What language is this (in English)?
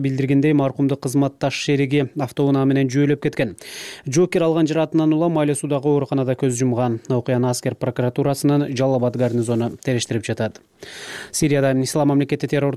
Kyrgyz